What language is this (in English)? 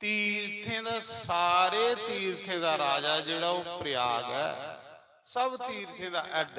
Dogri